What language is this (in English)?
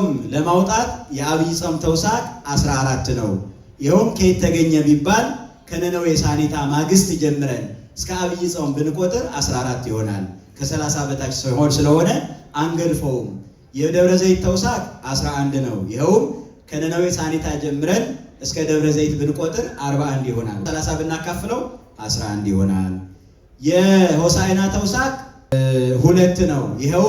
Amharic